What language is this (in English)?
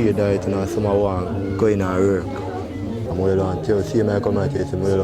Jamaican Creole English